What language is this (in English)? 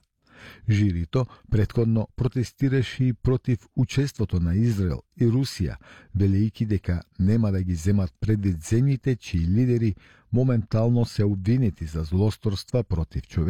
Macedonian